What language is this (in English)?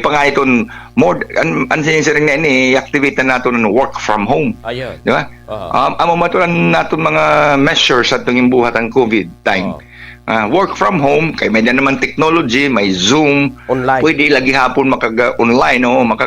Waray